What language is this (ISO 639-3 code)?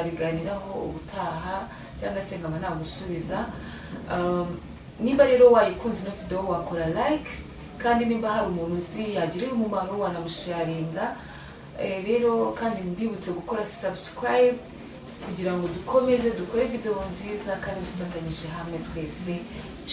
kin